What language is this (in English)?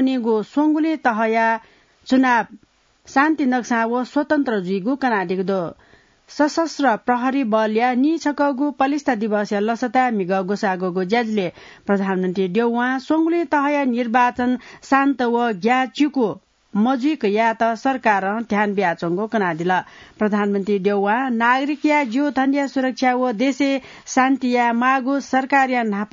Newari